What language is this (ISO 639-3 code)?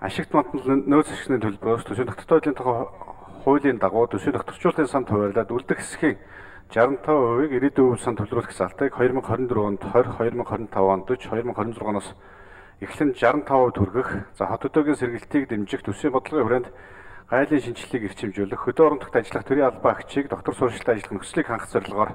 mon